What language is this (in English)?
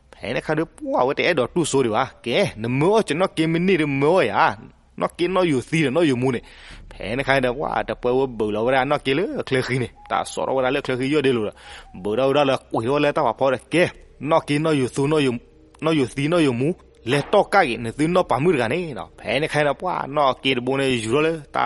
S'gaw Karen